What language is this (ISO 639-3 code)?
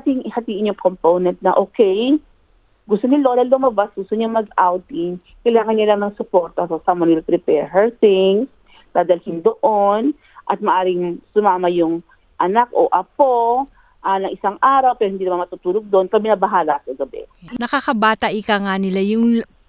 fil